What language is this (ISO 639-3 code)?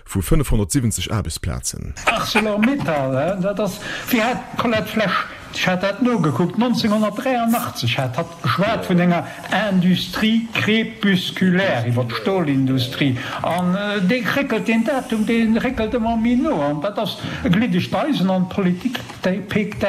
ltz